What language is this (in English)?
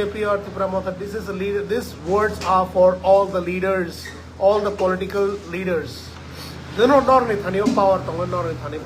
Kok Borok